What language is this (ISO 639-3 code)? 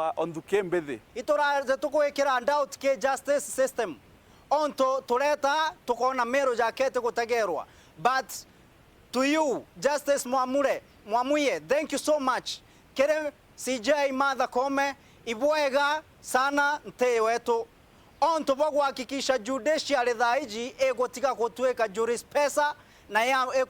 mer